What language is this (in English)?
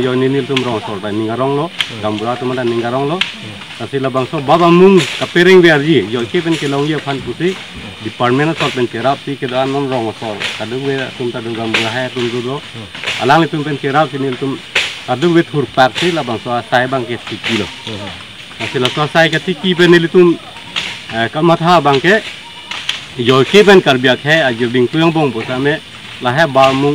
Karbi